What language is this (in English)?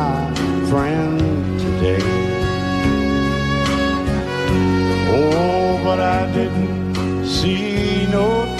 English